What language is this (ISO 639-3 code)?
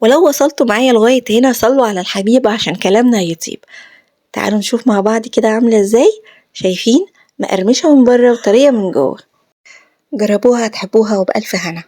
arz